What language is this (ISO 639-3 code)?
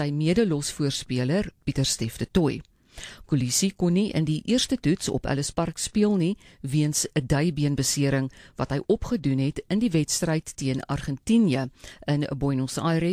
afr